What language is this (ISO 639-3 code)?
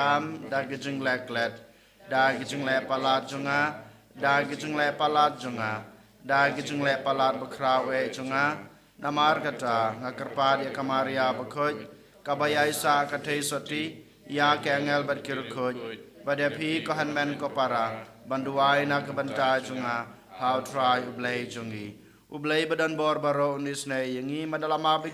kha